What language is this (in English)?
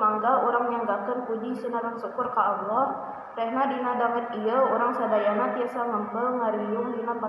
Sundanese